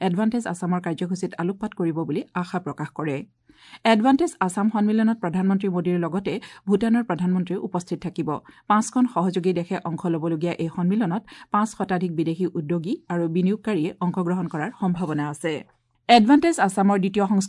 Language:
Assamese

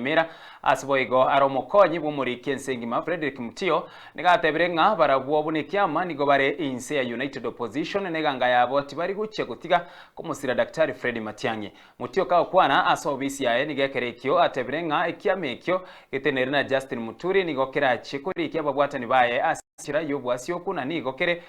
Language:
Gusii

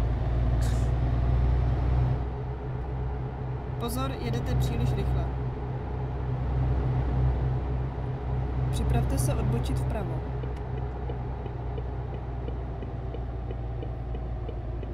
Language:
Czech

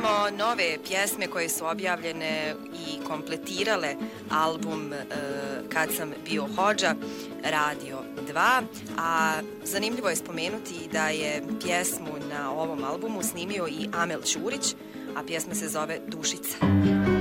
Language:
Bosnian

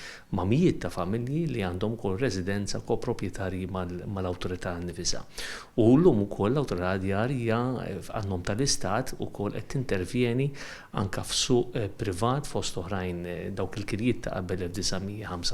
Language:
Maltese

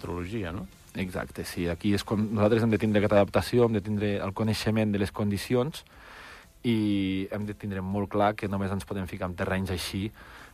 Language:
Catalan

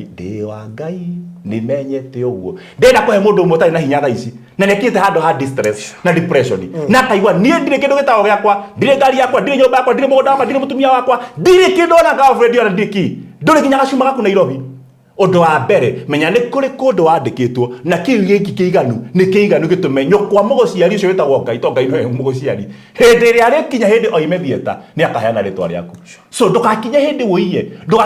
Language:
Kikuyu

